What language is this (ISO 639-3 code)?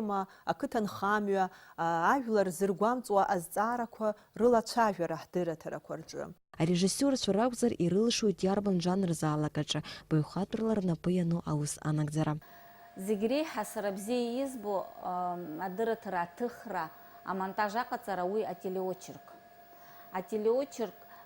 abk